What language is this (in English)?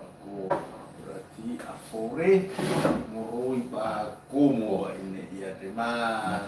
Nias